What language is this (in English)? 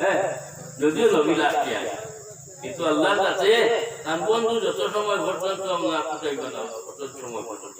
Sylheti